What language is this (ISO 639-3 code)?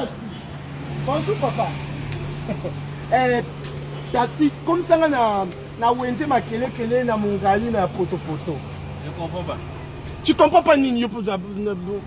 lin